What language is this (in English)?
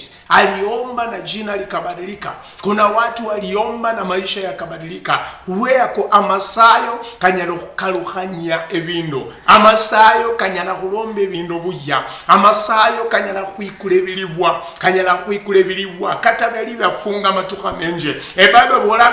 Luyia